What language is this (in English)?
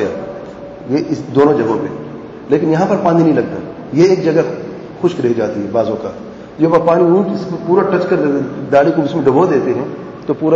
Urdu